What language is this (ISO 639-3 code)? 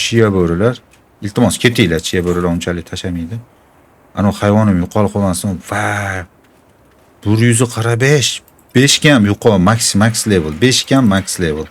uzb